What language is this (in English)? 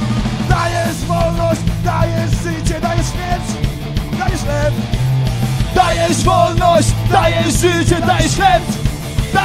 Polish